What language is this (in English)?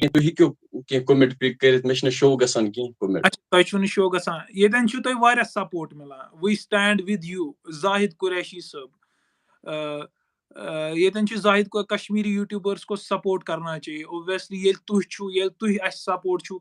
Kashmiri